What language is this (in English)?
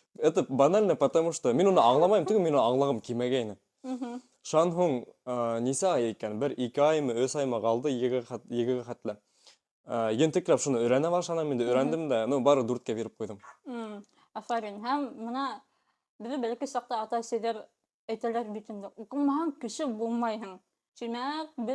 Bashkir